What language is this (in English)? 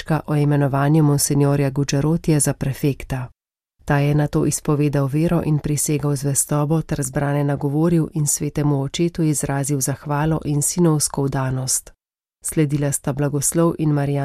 Slovenian